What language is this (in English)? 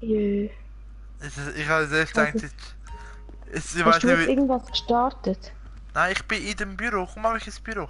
Swiss German